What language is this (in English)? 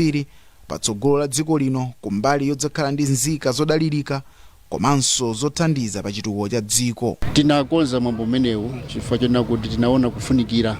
Nyanja